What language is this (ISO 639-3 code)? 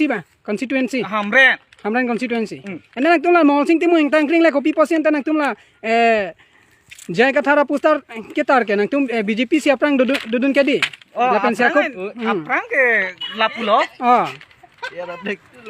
mjw